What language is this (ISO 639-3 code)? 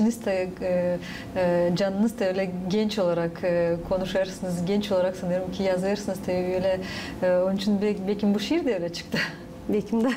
gag